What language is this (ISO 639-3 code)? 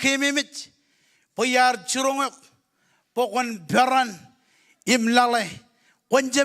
mah